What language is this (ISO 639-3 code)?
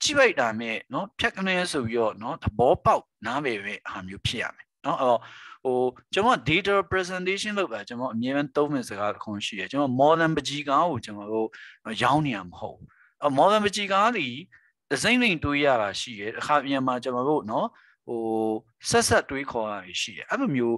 mya